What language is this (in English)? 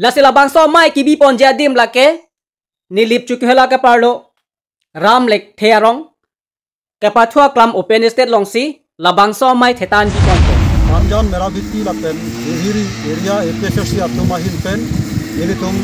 Karbi